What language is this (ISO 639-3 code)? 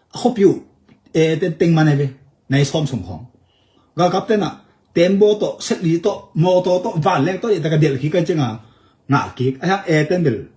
ctd